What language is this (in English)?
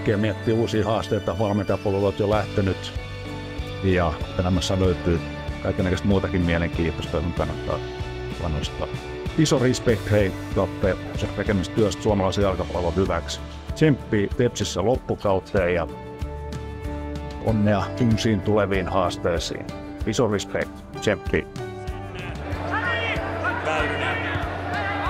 Finnish